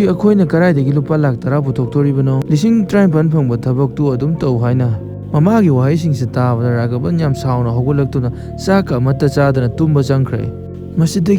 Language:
Manipuri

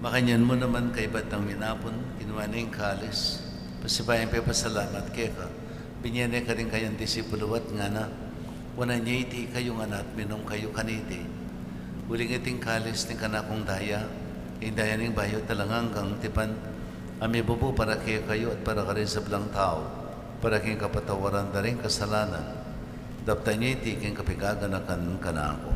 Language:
Pampanga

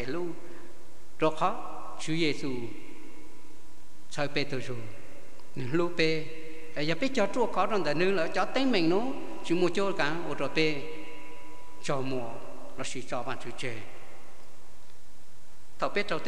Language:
Vietnamese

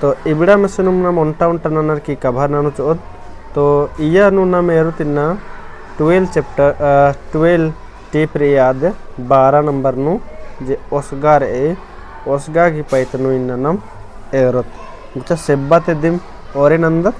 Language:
Kurukh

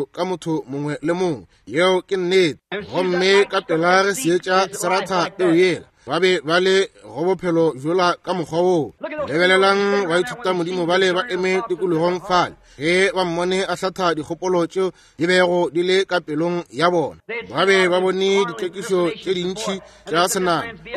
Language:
Northern Sotho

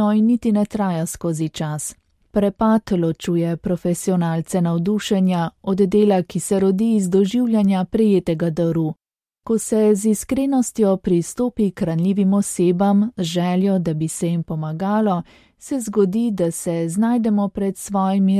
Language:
Slovenian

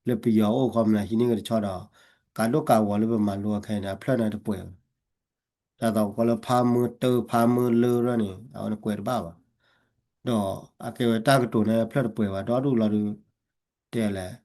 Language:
S'gaw Karen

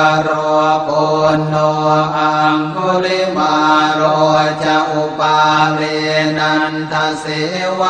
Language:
Pali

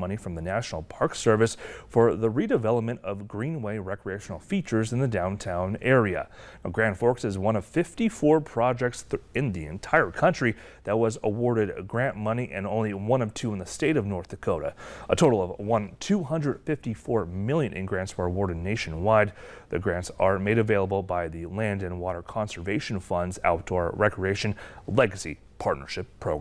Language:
English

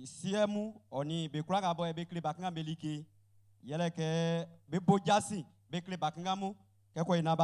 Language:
Baoulé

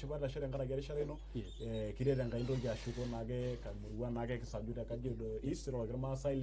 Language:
Masai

